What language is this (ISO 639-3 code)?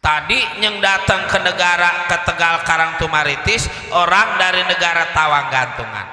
bew